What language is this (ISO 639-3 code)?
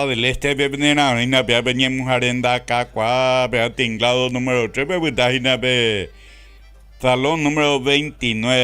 grn